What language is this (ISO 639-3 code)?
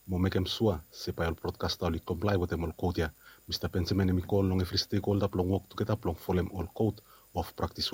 bis